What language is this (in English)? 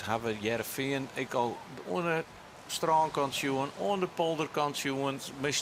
Western Frisian